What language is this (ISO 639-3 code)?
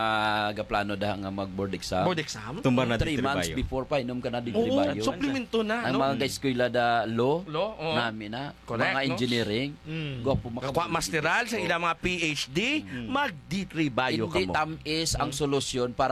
hil